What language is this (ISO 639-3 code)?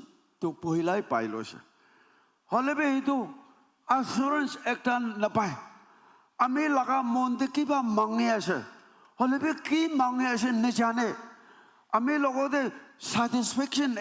nag